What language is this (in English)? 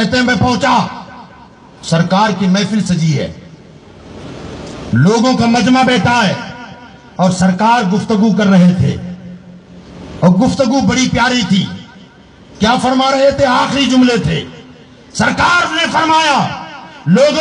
Urdu